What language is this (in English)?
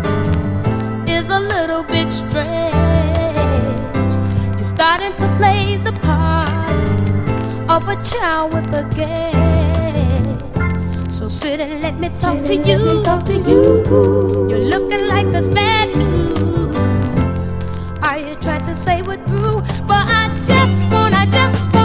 English